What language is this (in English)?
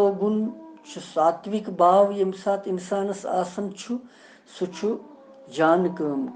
Kashmiri